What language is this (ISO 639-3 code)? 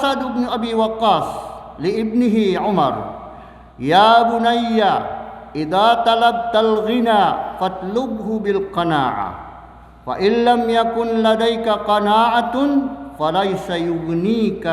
mrw